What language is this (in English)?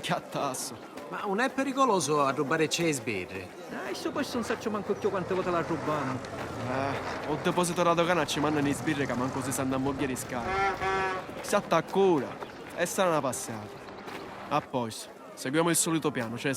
Sicilian